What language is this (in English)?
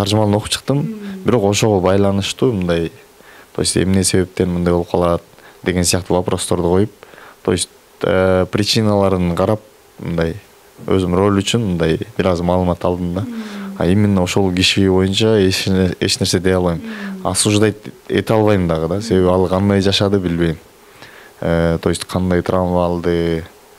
Kyrgyz